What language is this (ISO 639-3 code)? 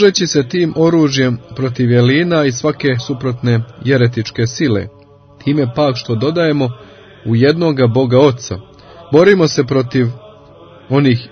hrv